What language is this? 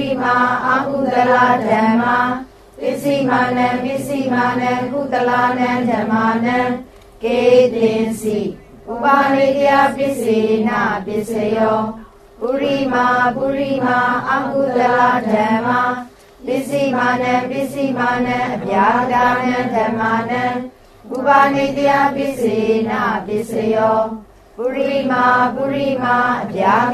Burmese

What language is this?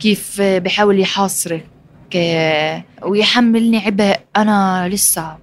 North Levantine Arabic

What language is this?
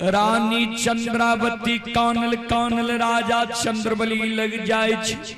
Maithili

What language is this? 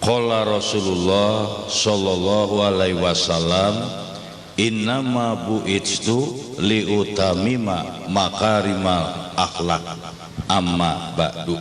Sundanese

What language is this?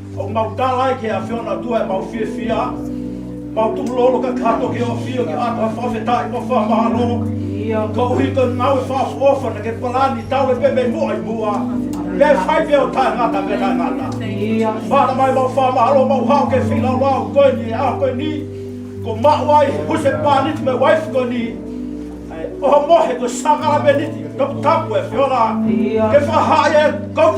Tongan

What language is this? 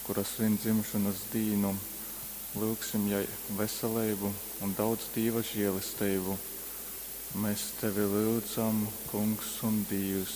Latgalian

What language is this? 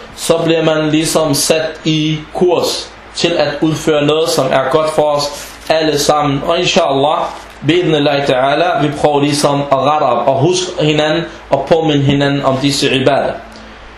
Danish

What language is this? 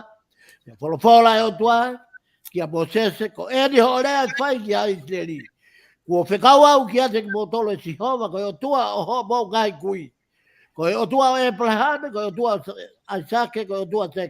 Tongan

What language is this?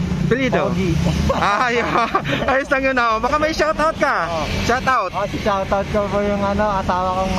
Filipino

